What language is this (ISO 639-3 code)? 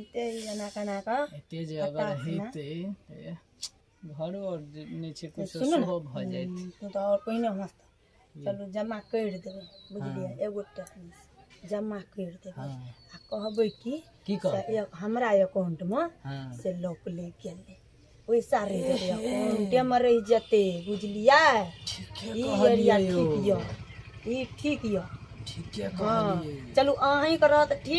mai